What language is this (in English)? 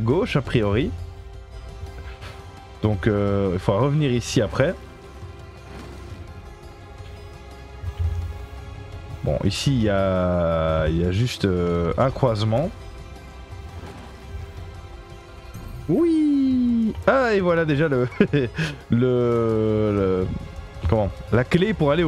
French